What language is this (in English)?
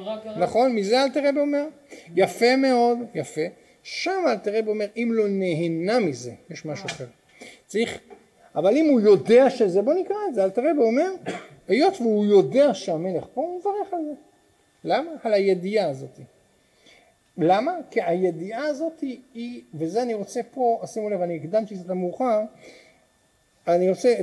Hebrew